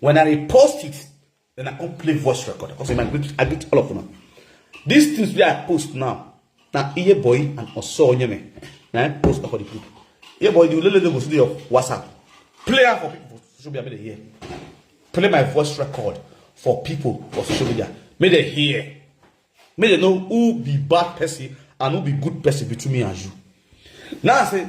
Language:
Nigerian Pidgin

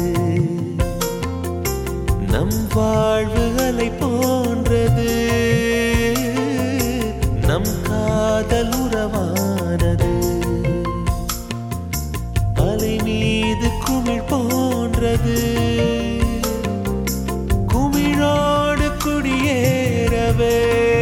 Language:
Tamil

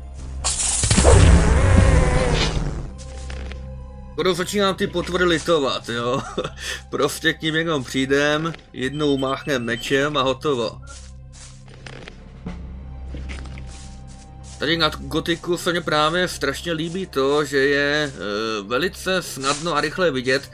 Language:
Czech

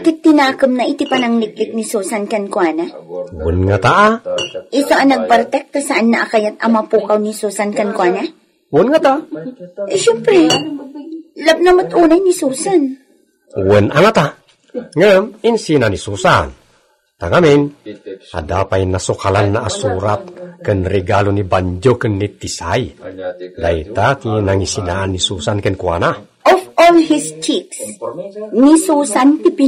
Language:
Iloko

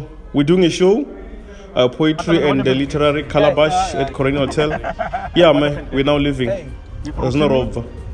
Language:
Venda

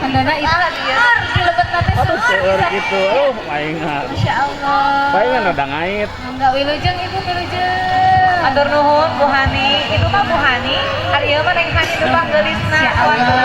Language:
Sundanese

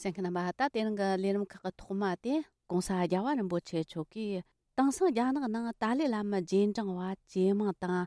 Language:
Tibetan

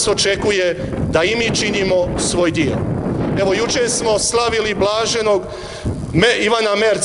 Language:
Croatian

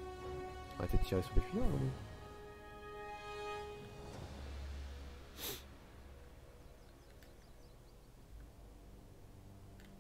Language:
French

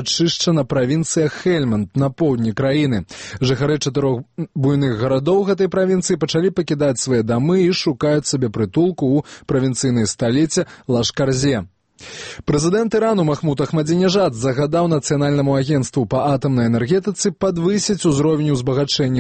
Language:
Belarusian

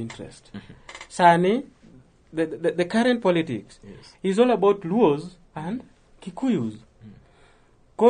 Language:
Luo (Kenya and Tanzania)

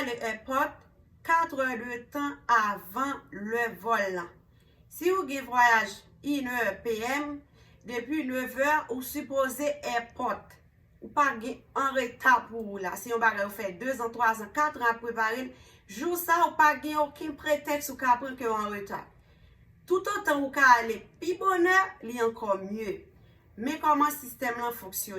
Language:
Haitian Creole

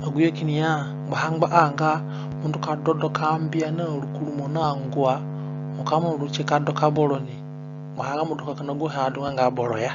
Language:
Zande (individual language)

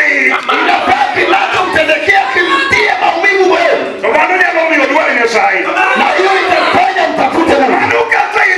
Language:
Luo (Kenya and Tanzania)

